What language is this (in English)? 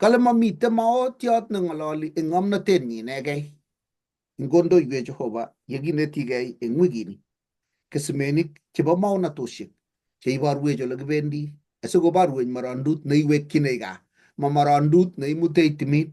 Kalenjin